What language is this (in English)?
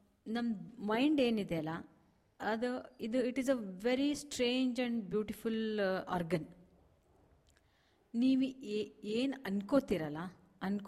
Kannada